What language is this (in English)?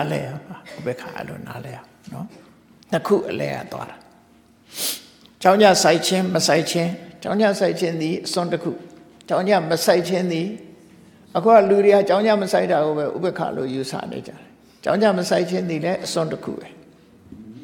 Burmese